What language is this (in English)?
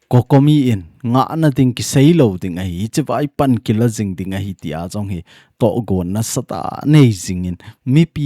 Thado Chin